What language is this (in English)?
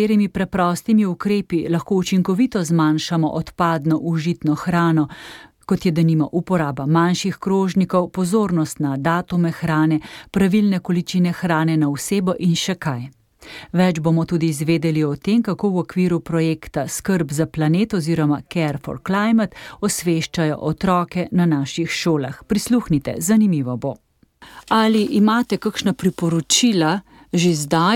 Slovenian